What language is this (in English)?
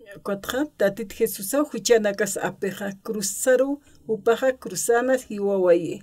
Aymara